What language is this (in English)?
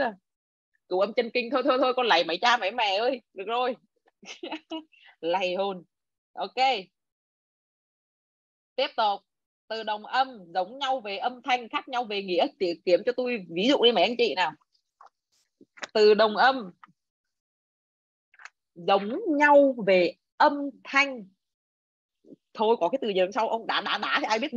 Vietnamese